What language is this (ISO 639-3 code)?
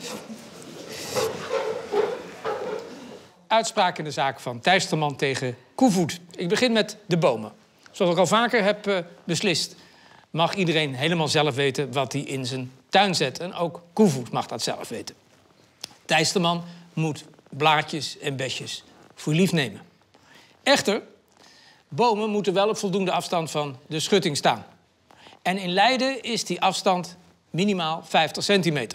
nld